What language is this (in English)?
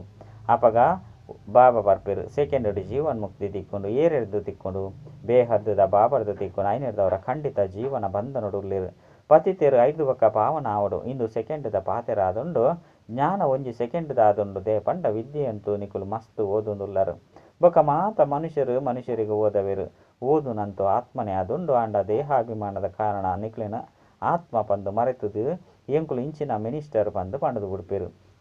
Tulu